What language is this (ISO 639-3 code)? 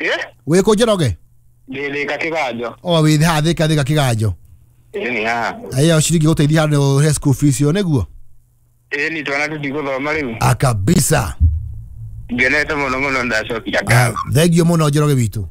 kik